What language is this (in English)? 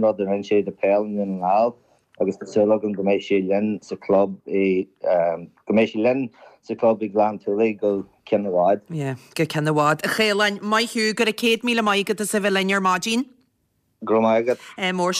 Irish